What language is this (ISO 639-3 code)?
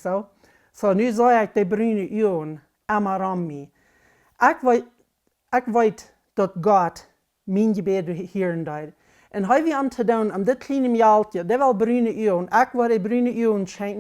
pdt